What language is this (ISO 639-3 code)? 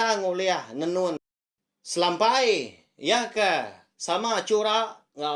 iba